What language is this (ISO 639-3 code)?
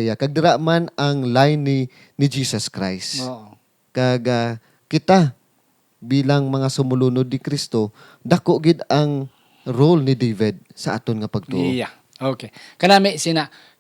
hil